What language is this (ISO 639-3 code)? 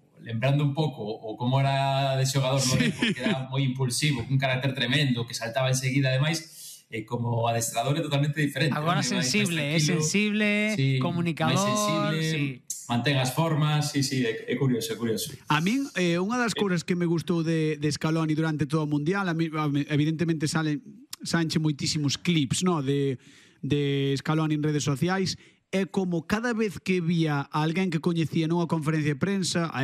glg